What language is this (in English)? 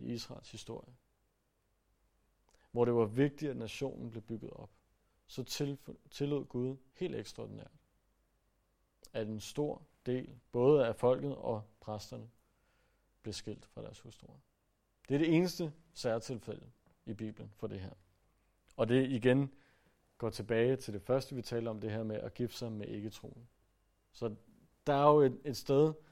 Danish